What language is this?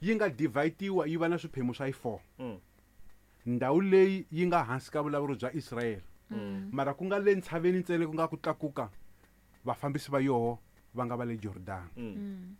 Tsonga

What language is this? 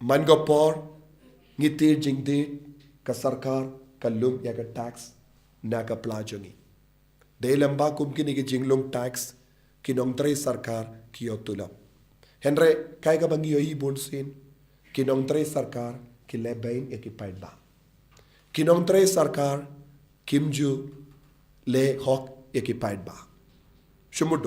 Khasi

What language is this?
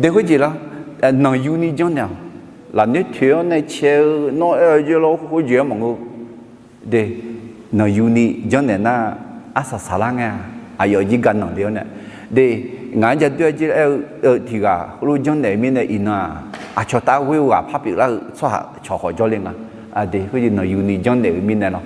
Akha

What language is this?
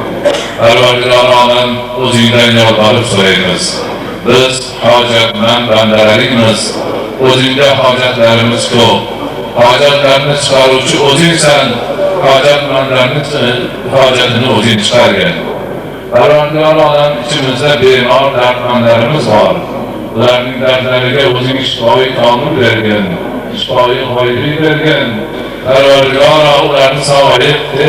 Uzbek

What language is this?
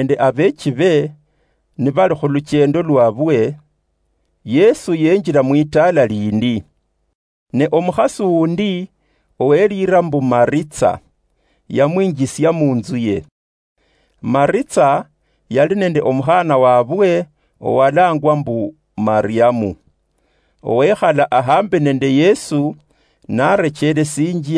Luyia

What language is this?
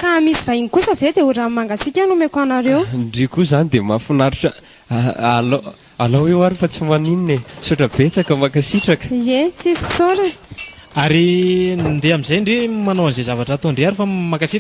Malagasy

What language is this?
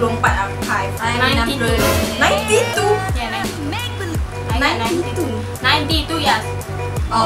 Malay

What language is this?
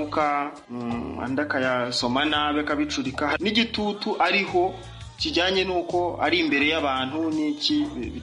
Kinyarwanda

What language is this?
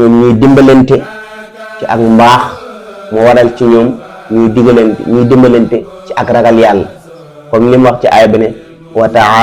Wolof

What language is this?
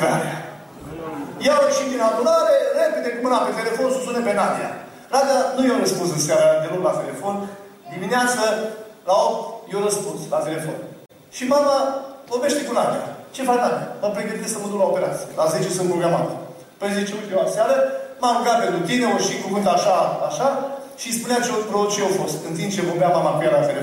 Romanian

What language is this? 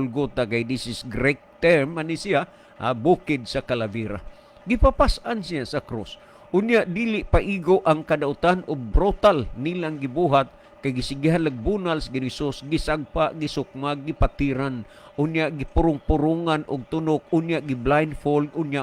Cebuano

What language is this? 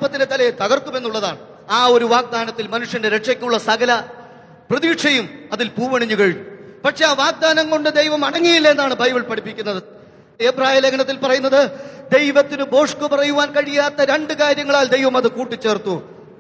Malayalam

